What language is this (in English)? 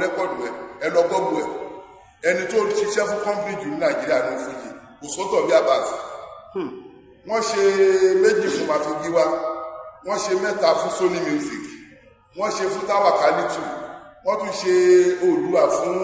Yoruba